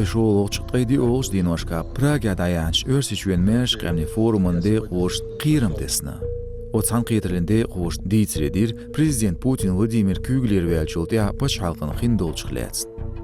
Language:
Chechen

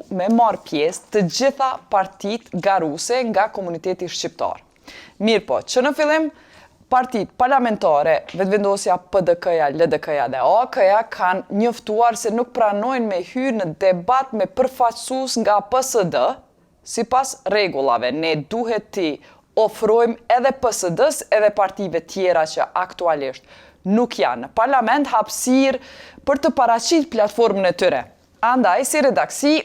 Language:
Albanian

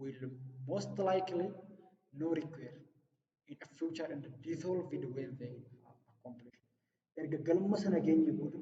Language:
Oromo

